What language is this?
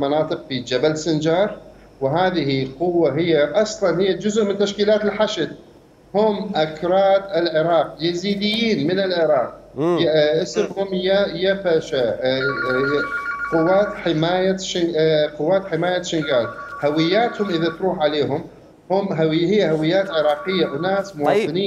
Mesopotamian Arabic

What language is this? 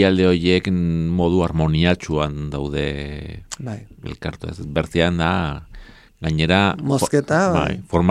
Basque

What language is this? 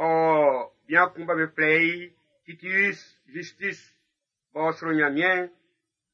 Baoulé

